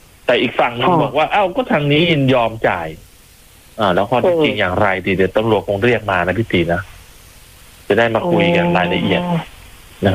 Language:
Thai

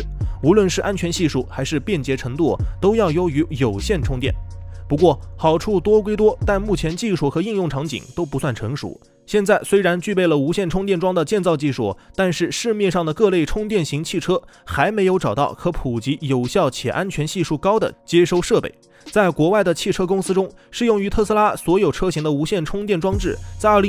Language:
Chinese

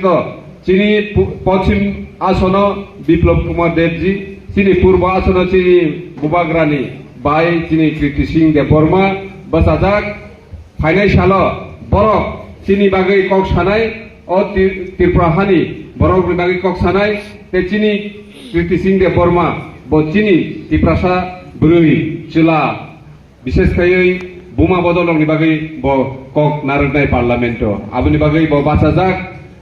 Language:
Kok Borok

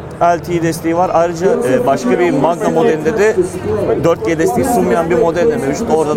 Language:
Turkish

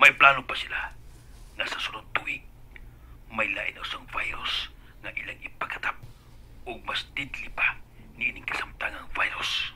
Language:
Cebuano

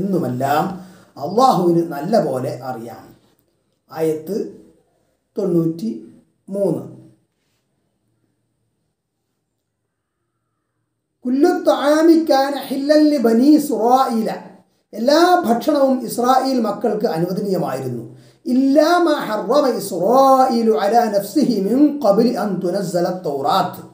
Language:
Malayalam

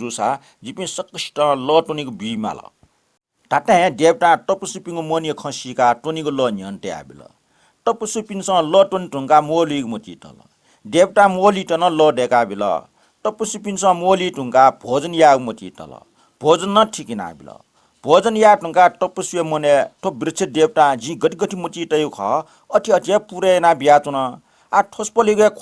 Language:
Newari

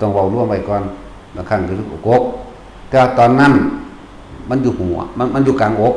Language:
Lao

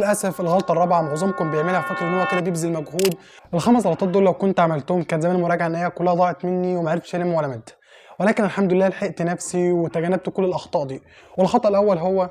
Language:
Egyptian Arabic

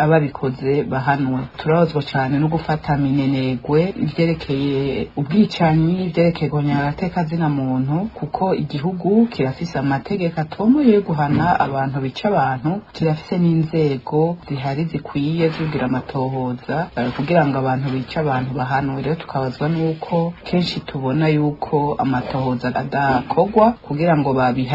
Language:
Rundi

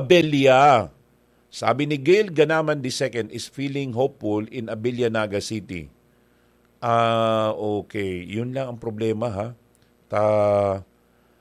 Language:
Bikol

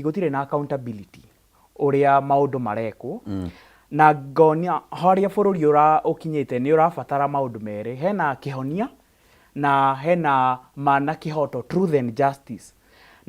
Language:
Kikuyu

